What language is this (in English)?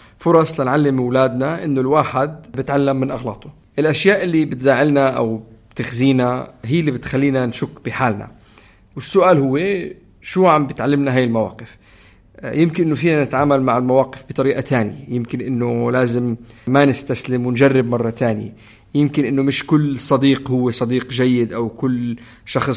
North Levantine Arabic